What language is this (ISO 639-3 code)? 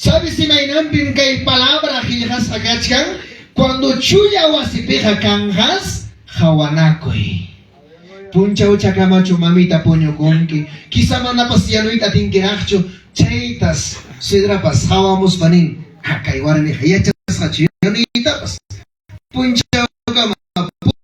quy